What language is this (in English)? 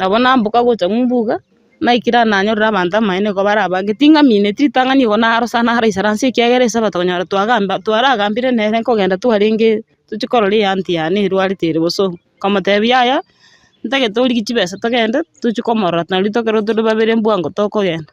Gusii